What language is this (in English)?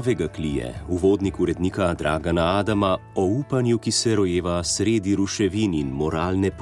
Slovenian